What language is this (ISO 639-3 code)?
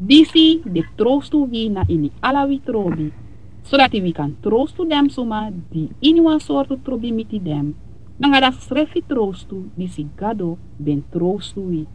srn